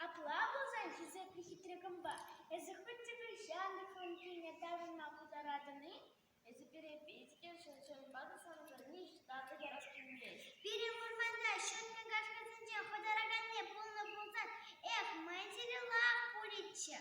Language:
Chuvash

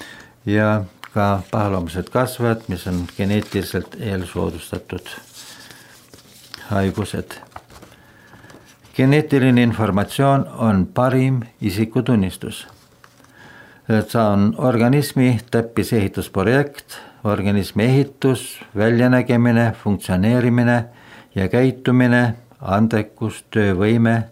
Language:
Estonian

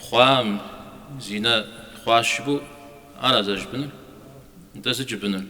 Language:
Kabardian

